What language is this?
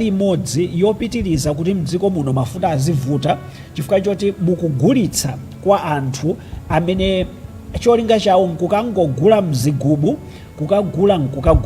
Nyanja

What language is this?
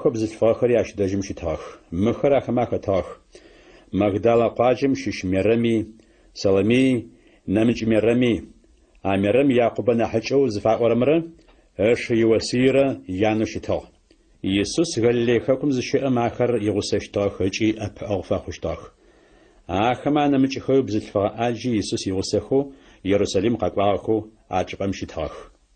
Adyghe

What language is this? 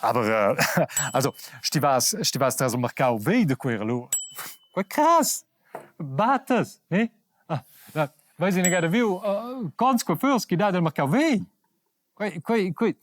Romansh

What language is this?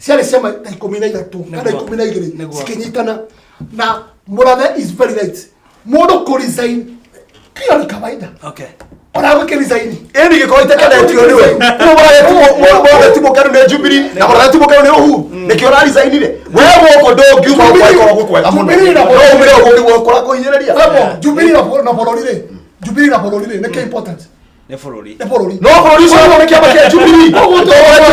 Kikuyu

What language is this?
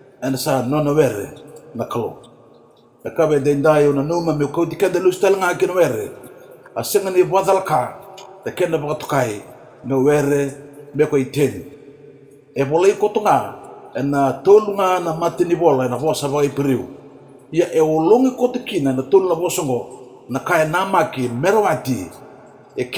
Fijian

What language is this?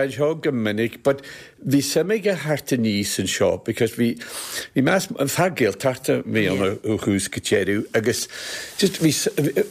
Irish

